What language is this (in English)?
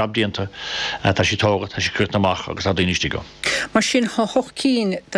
Irish